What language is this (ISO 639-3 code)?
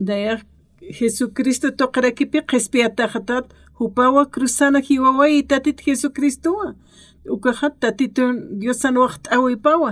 aym